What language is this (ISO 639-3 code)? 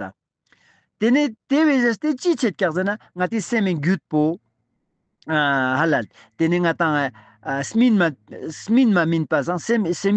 lbj